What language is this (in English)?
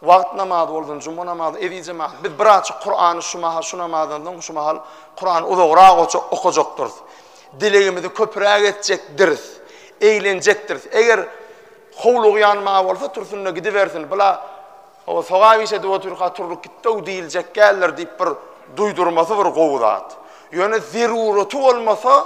Turkmen